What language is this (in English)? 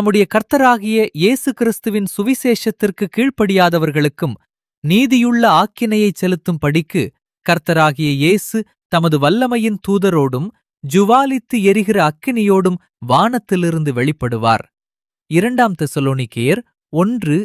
Tamil